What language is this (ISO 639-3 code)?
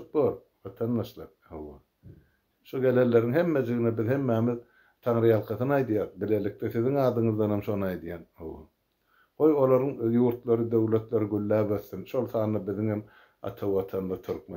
tuk